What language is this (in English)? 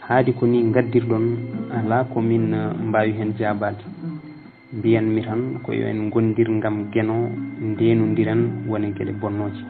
Fula